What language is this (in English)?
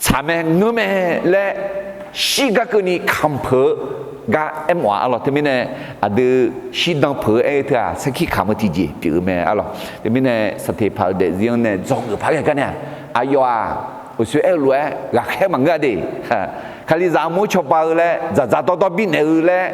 Akha